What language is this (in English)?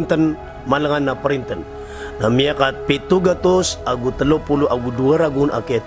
Maranao